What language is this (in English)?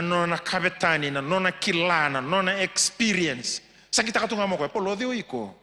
Fijian